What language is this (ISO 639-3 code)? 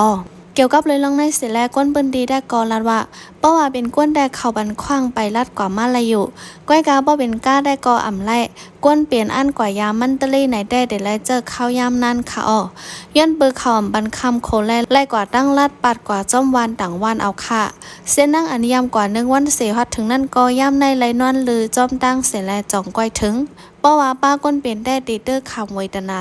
shn